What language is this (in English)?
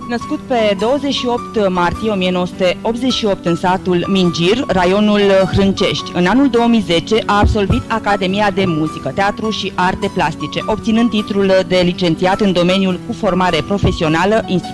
Romanian